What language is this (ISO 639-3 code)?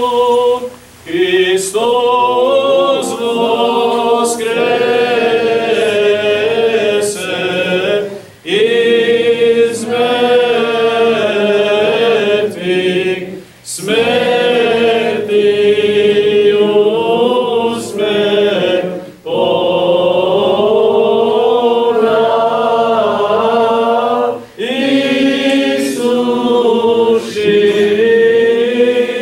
srp